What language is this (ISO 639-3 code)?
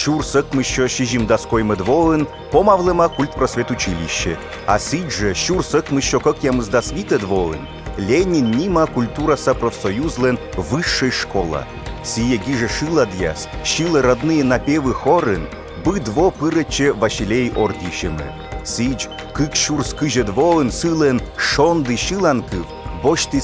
kom